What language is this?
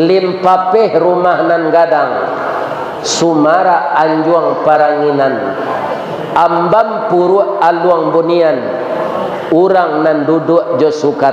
Minangkabau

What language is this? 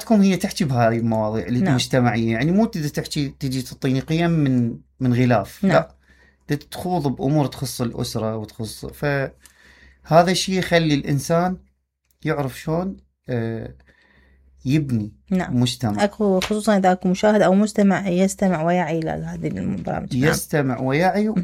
Mesopotamian Arabic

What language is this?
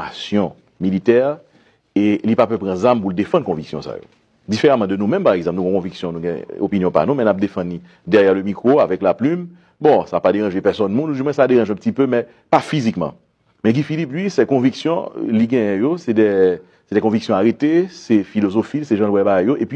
Haitian Creole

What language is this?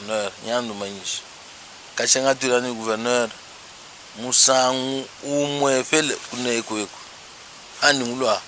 Luba-Lulua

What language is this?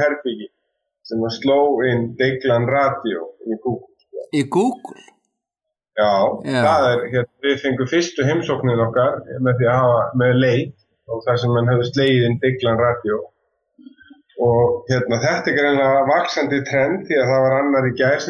Icelandic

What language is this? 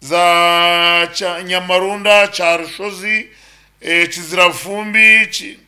Nyankole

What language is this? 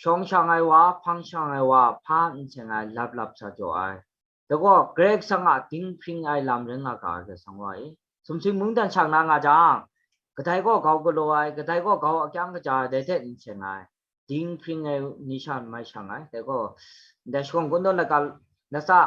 Kachin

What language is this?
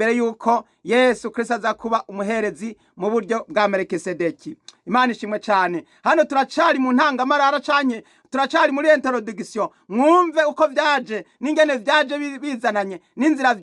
Rundi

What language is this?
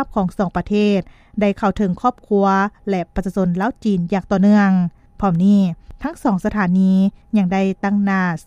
Lao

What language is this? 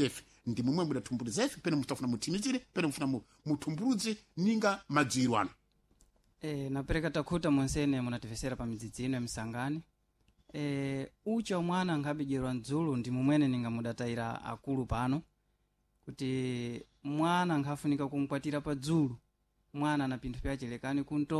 Sena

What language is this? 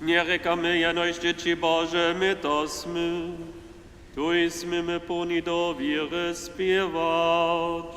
Upper Sorbian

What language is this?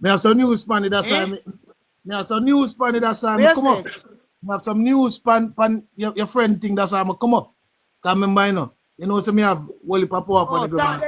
Jamaican Creole English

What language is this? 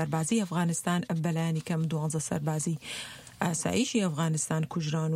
Central Kurdish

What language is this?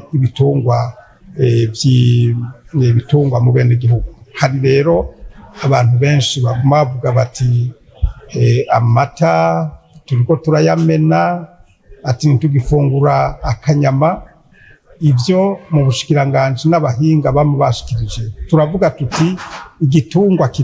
Rundi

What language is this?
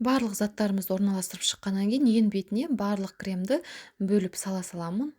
Kazakh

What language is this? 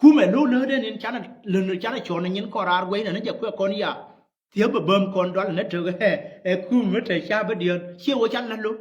Nuer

